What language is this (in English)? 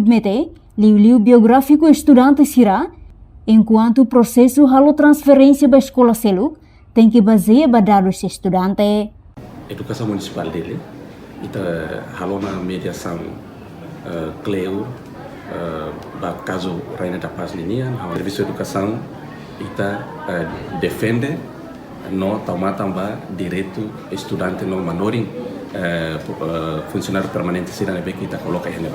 Tetum